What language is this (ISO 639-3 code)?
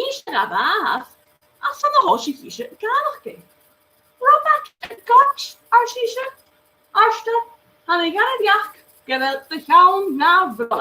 gla